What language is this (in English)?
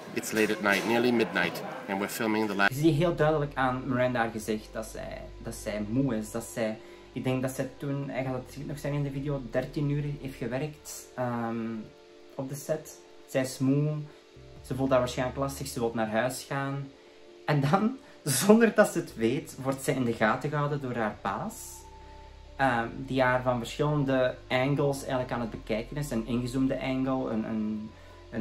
Dutch